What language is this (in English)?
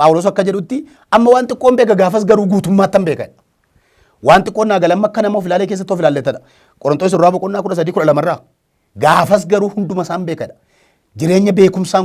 Oromo